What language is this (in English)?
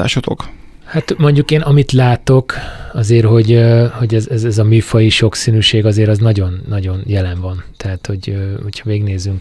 Hungarian